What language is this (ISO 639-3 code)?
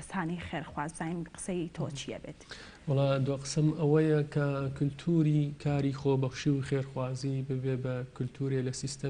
ckb